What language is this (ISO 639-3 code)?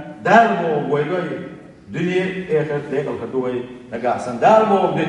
che